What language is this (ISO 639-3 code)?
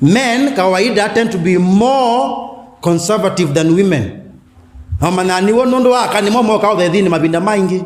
kam